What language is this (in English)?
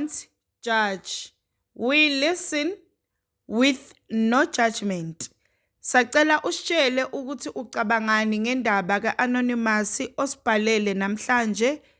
Zulu